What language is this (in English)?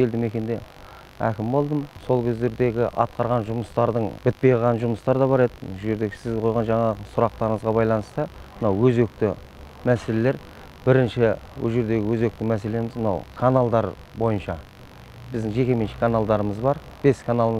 Kazakh